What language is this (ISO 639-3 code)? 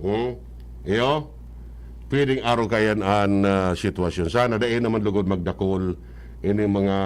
bik